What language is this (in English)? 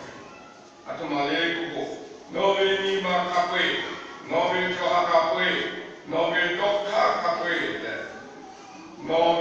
Lahu